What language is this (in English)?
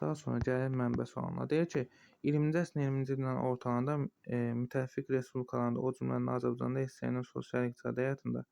Azerbaijani